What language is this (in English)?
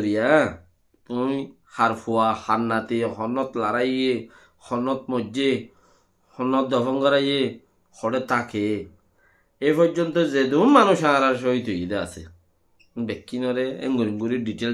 Rohingya